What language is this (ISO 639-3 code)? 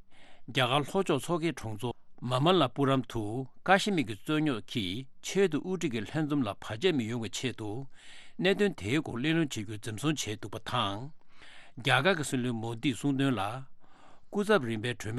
bod